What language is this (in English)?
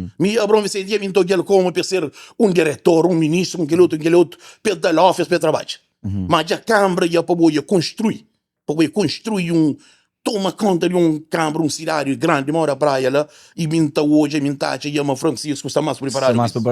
Kabuverdianu